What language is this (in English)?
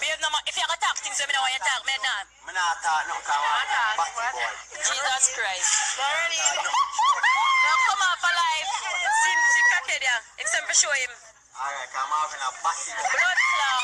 Jamaican Creole English